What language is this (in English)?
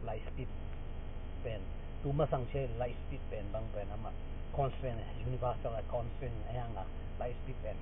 Tedim Chin